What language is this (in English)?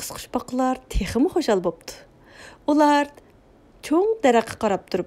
Uyghur